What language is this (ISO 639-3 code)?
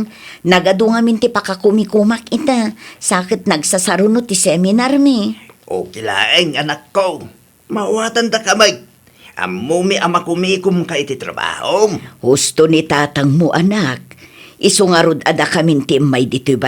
ilo